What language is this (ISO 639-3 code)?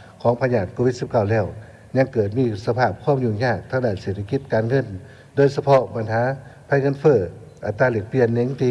lao